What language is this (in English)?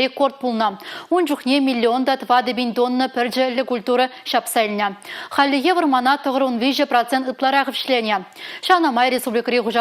Chuvash